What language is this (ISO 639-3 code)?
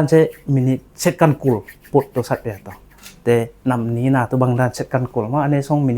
ctd